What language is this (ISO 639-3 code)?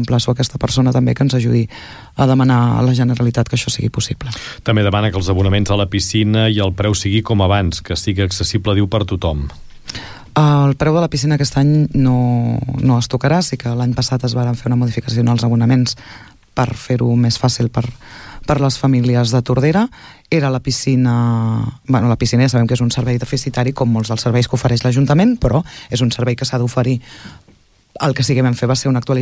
cat